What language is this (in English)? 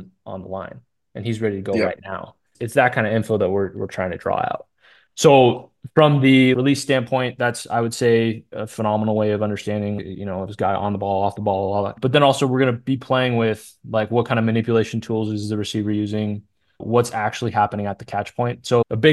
English